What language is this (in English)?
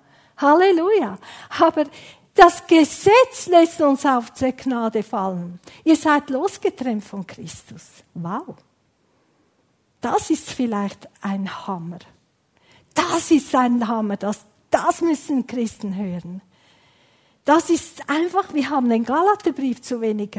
German